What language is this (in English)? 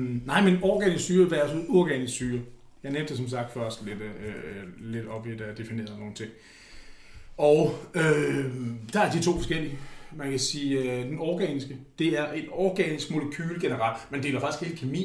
Danish